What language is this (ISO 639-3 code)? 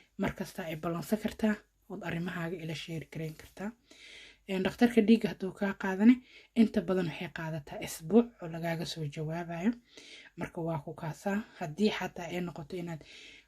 som